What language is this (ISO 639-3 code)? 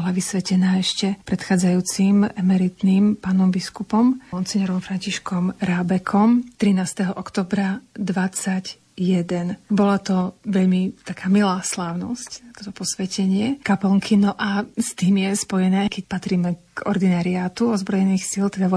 slk